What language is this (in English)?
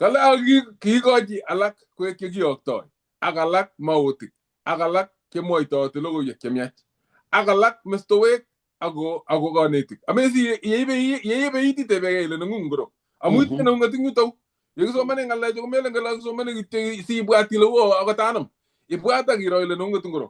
Kalenjin